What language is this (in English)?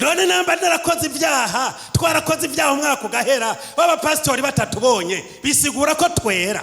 Rundi